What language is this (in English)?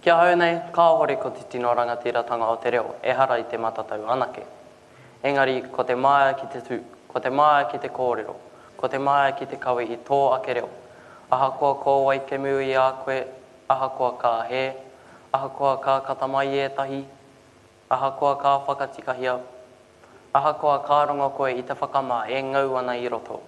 Māori